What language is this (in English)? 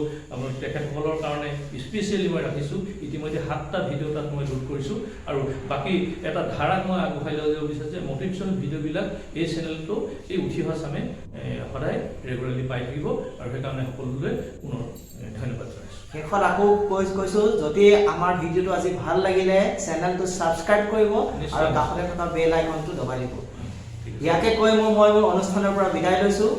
Assamese